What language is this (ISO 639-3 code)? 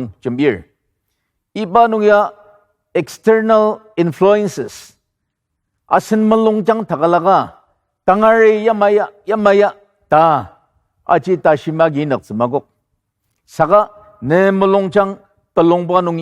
njo